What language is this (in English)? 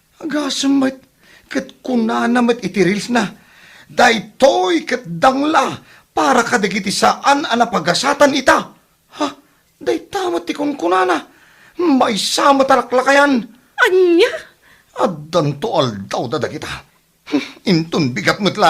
Iloko